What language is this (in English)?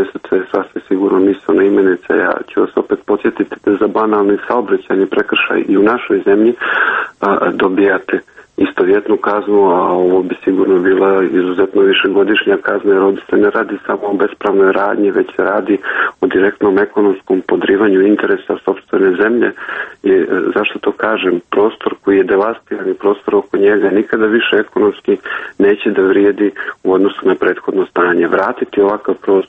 Serbian